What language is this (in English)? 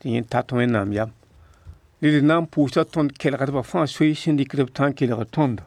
Mossi